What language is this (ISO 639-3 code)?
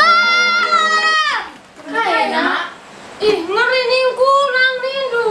btx